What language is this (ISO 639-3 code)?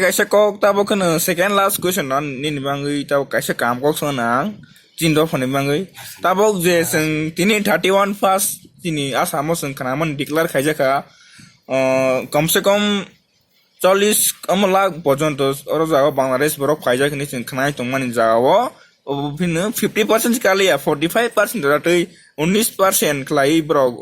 trp